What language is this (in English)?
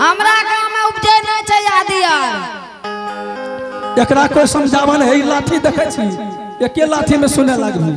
Angika